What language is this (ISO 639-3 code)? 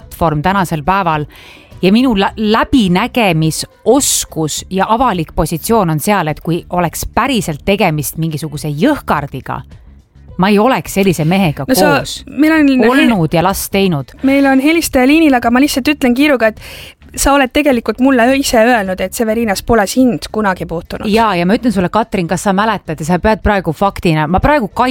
est